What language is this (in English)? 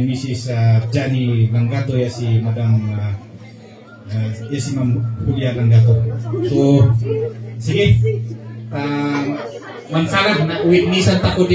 Kankanaey